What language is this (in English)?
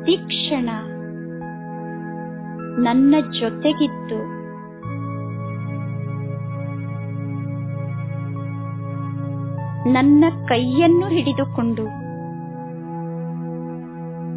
Kannada